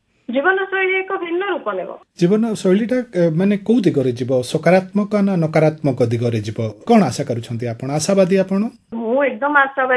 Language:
Odia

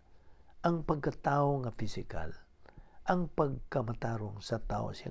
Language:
Cebuano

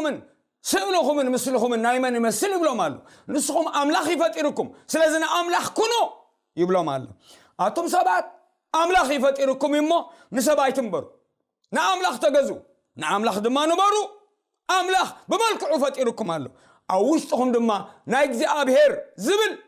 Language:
Tigrinya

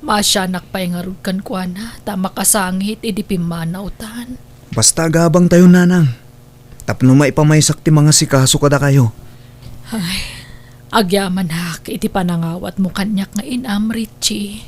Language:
Iloko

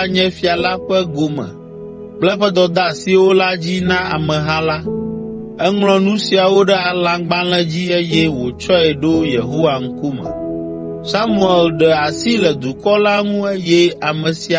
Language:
Ewe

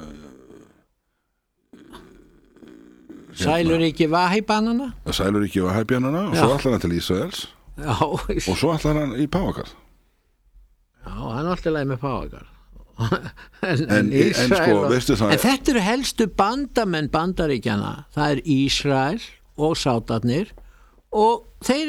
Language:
Icelandic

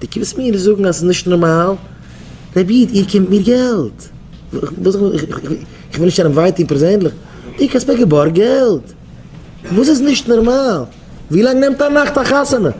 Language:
Yiddish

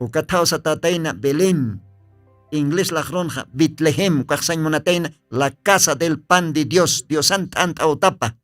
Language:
Aymara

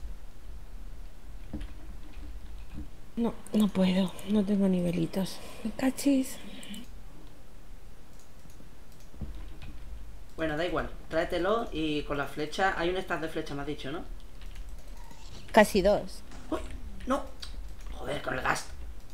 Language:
Spanish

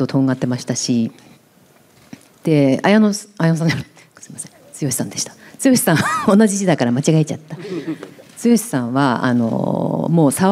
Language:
Japanese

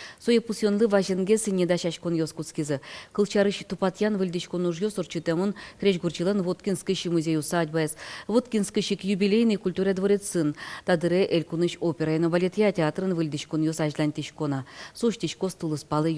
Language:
Udmurt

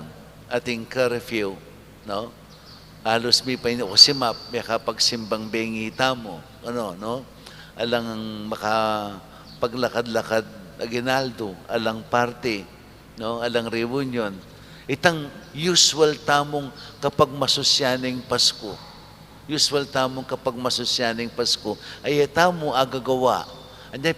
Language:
Pampanga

